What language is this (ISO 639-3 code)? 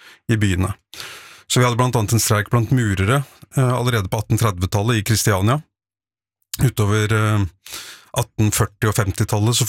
nor